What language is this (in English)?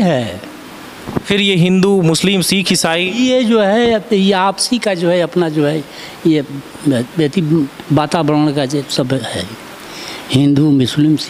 Hindi